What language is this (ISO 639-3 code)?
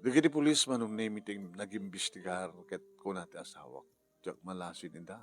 ilo